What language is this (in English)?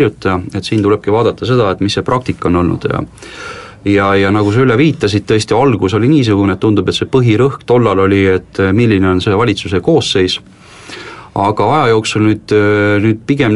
Estonian